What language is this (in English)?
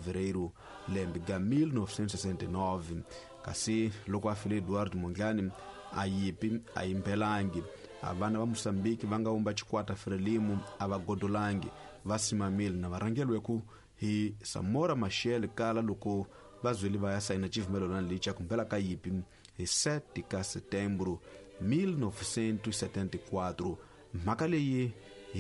Tsonga